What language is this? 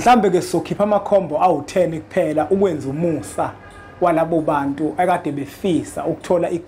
Zulu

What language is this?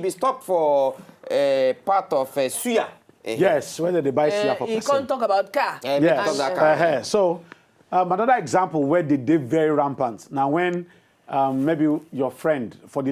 Nigerian Pidgin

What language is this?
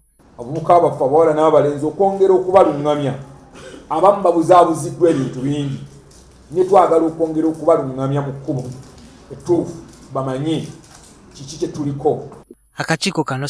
Ganda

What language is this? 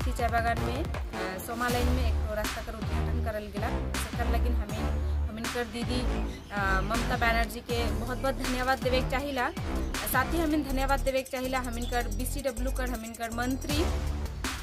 Sadri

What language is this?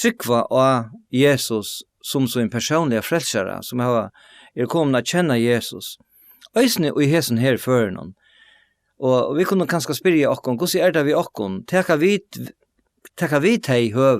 Faroese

